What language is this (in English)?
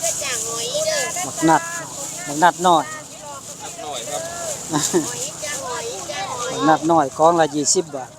Northeastern Thai